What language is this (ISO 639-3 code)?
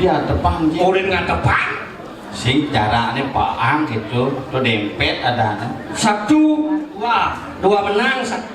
ban